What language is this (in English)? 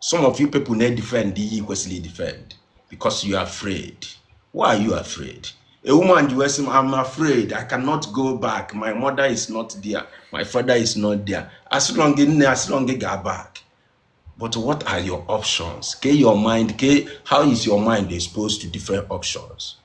Igbo